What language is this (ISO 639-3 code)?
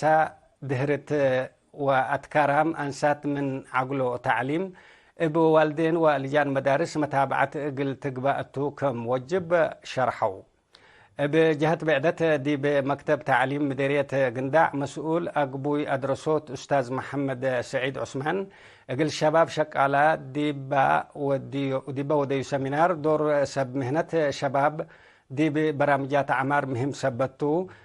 tig